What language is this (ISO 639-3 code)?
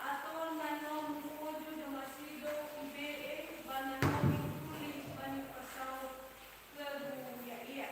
nia